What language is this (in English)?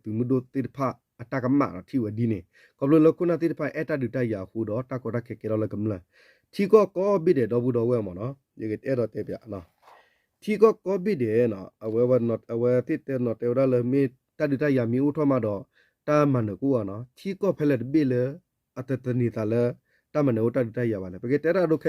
S'gaw Karen